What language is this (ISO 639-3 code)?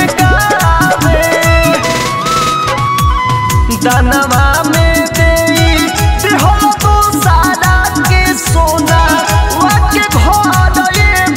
bho